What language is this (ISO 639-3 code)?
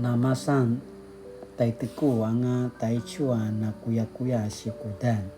pwn